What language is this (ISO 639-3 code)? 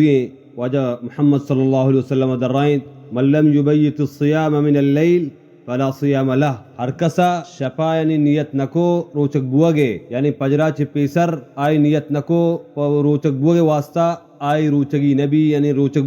bal